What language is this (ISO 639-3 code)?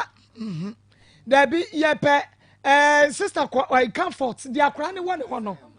aka